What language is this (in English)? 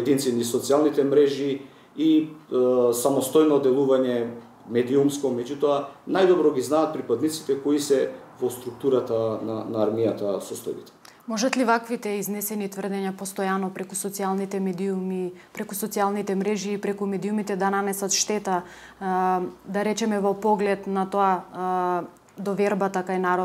Macedonian